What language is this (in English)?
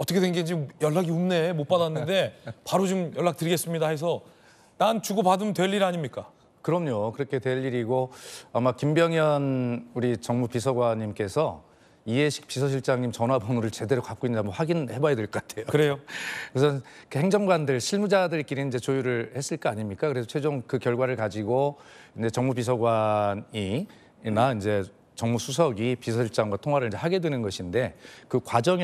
Korean